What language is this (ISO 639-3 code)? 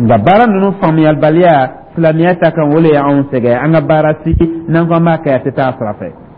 dyu